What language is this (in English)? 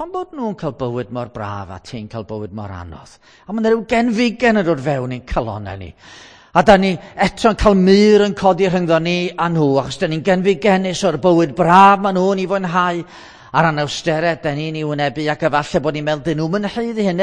Welsh